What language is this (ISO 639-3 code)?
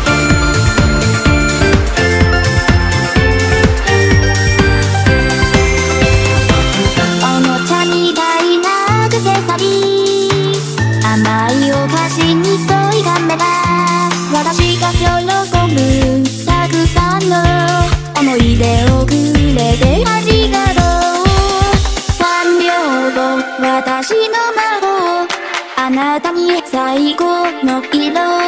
jpn